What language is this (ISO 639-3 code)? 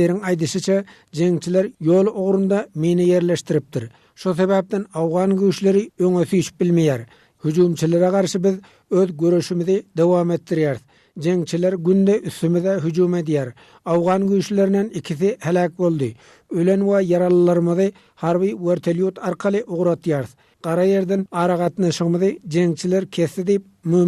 tuk